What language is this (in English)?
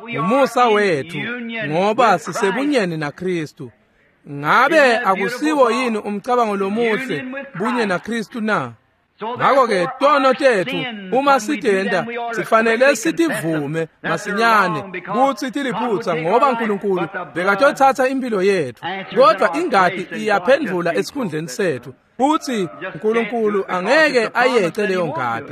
Swati